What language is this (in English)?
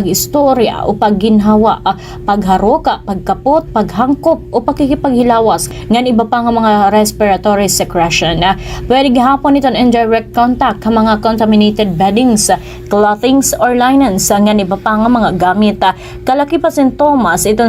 Waray